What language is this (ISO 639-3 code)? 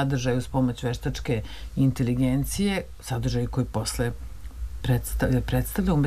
srp